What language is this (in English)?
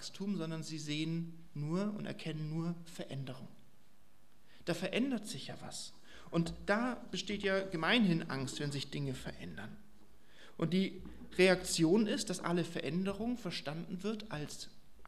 German